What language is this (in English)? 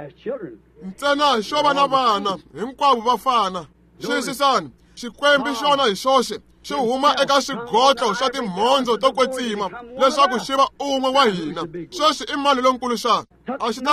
Tsonga